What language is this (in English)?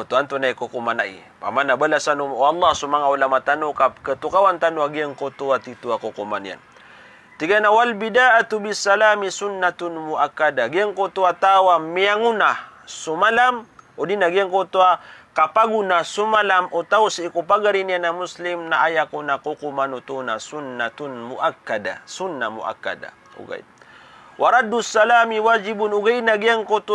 Maranao